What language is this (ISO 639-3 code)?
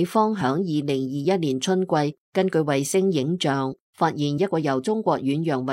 yue